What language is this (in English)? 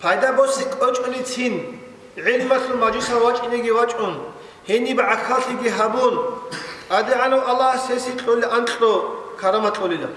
Avaric